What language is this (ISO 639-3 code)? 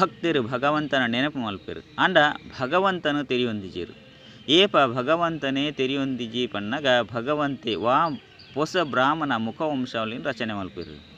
tcy